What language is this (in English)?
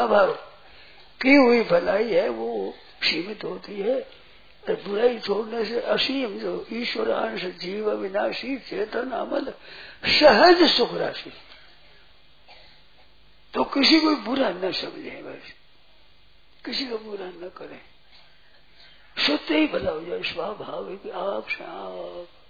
Hindi